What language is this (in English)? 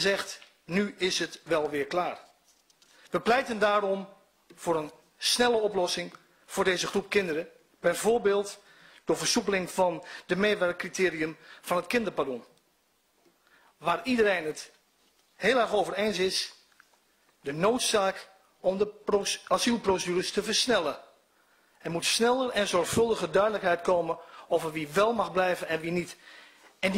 Dutch